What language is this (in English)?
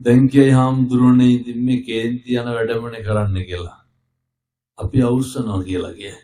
Sinhala